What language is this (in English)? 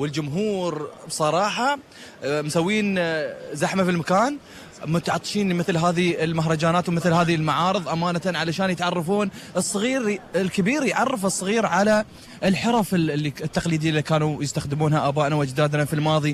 Gulf Arabic